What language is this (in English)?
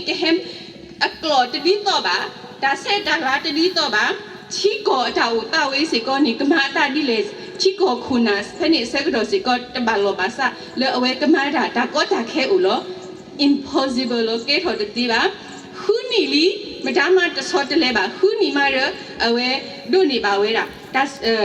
S'gaw Karen